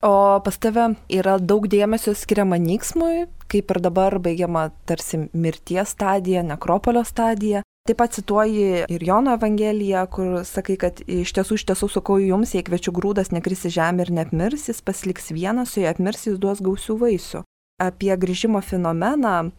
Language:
Lithuanian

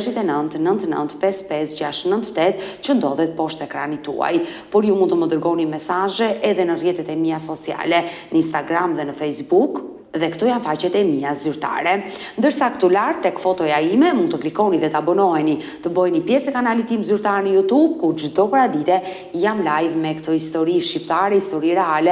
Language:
Albanian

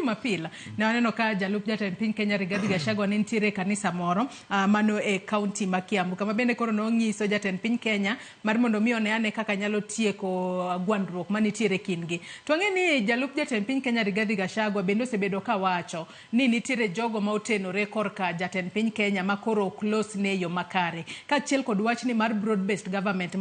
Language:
Luo (Kenya and Tanzania)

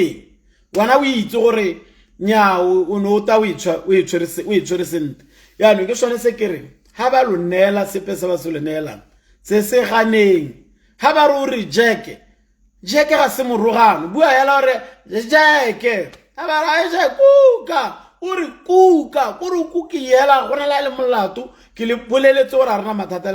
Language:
Tswana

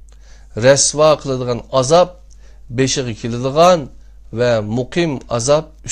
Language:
Uyghur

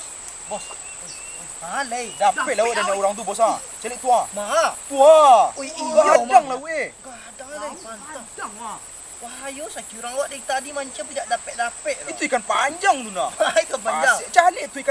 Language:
Minangkabau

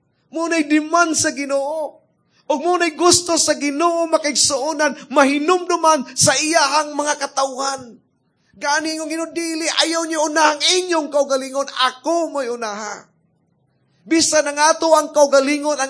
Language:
Cebuano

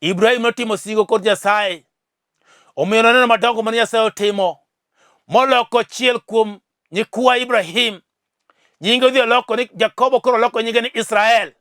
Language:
Luo (Kenya and Tanzania)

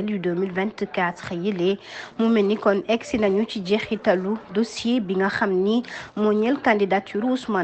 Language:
Wolof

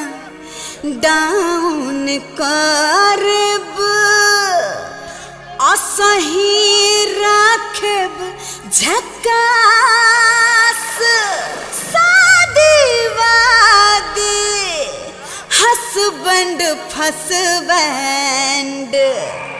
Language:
Bhojpuri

